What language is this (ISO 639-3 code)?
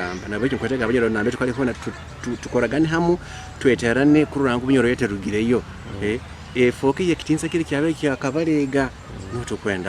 nyo